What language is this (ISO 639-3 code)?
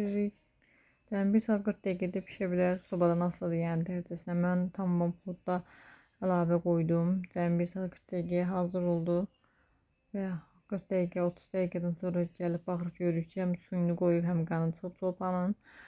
aze